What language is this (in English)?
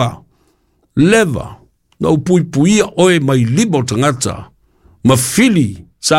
Samoan